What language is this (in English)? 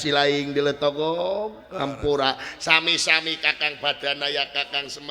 Sundanese